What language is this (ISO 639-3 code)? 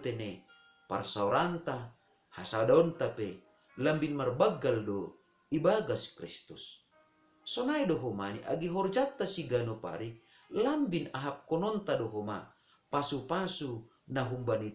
bts